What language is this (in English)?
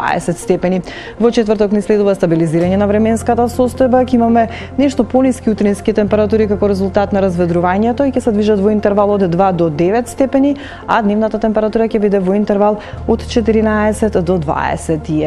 Macedonian